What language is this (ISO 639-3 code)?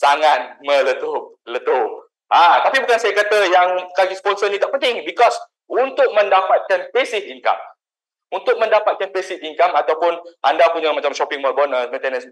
msa